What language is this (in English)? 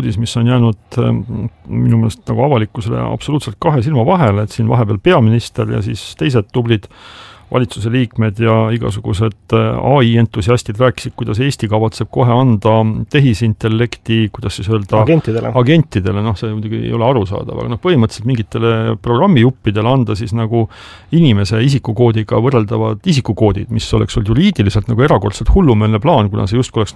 Estonian